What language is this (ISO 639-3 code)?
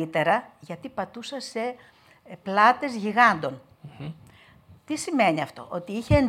ell